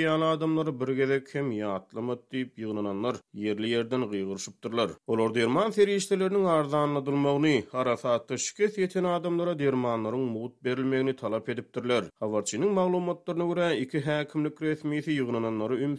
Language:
Turkmen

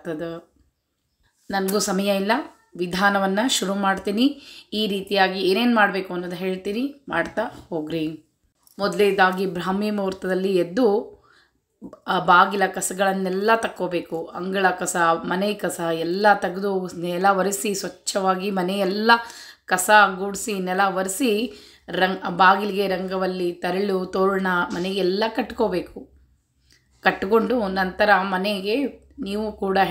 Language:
Kannada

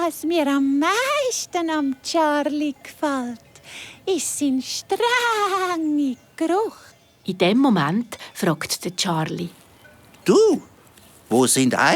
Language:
Swiss German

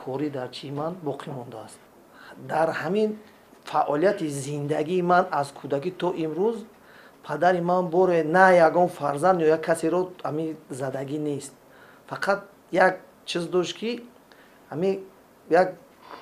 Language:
Tajik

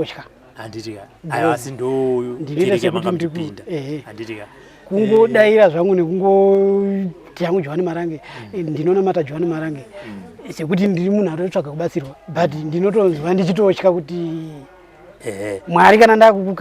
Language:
Shona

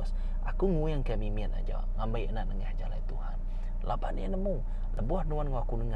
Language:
Iban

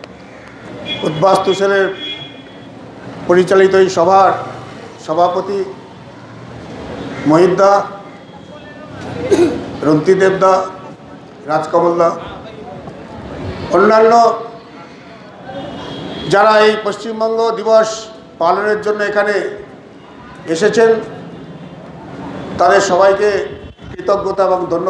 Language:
Bangla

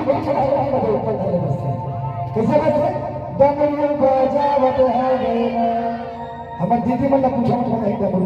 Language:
Chhattisgarhi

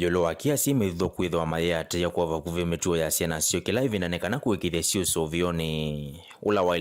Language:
Kamba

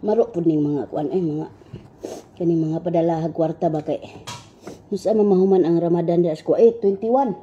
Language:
Cebuano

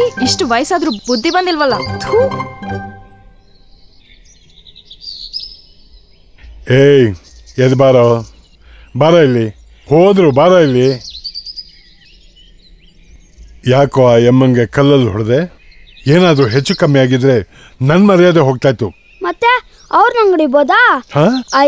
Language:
Kannada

